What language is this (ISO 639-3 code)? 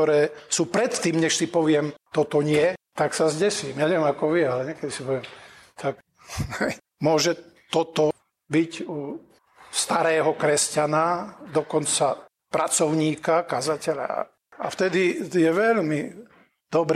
slk